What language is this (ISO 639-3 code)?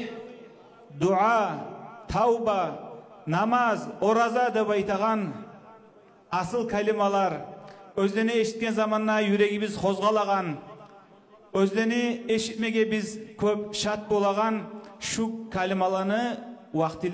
kum